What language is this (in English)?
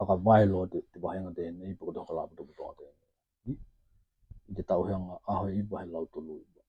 Tokelau